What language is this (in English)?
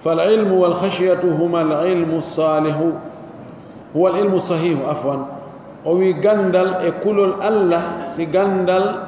Pular